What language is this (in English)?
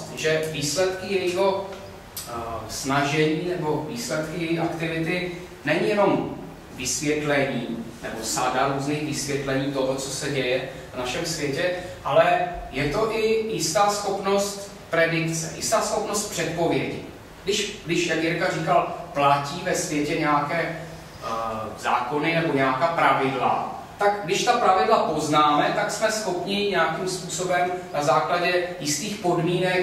Czech